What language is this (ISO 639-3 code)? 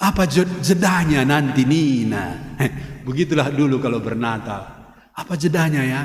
btx